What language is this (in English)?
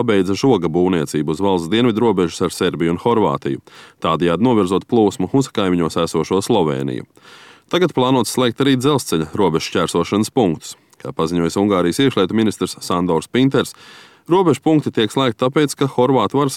Latvian